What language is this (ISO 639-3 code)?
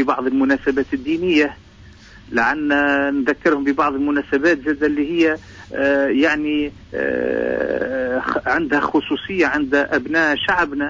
aeb